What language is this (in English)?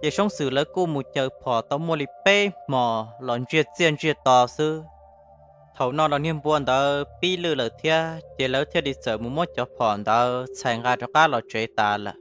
Hmong